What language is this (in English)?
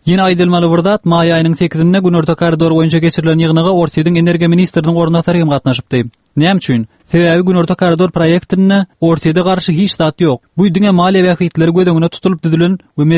Turkmen